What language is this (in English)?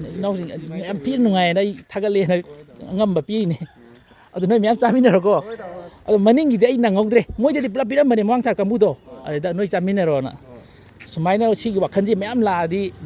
Manipuri